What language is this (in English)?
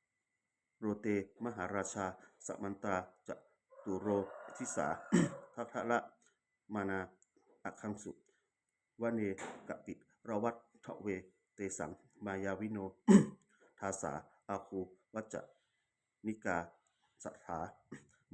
Pali